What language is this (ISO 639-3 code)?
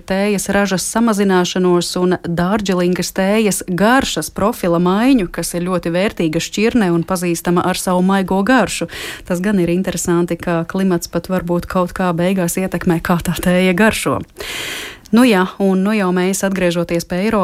lav